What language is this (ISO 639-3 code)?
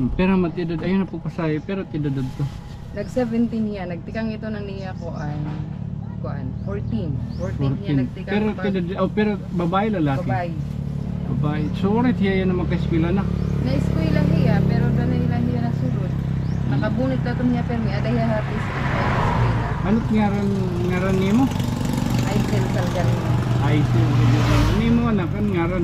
war